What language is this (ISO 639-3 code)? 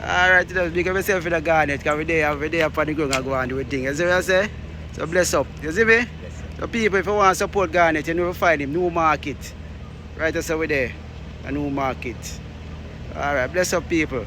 jam